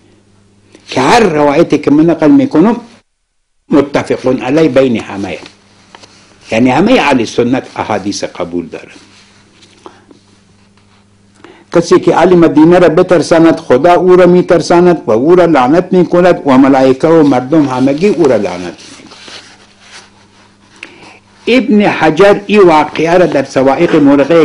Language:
Persian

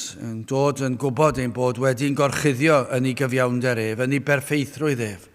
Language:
Welsh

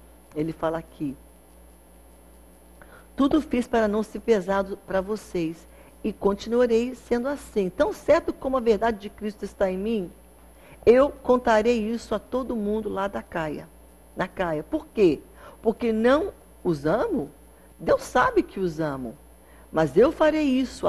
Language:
Portuguese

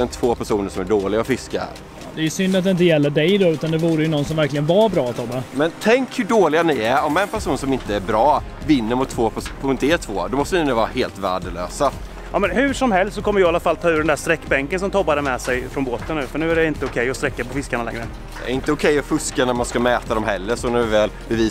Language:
Swedish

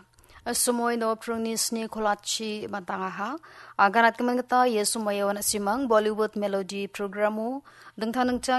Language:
Garo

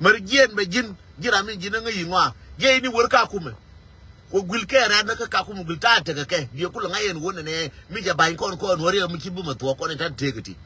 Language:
Nuer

